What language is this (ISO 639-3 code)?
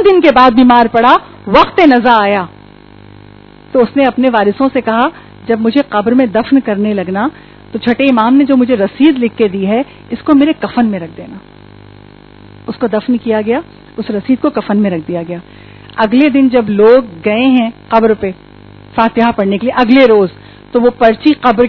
urd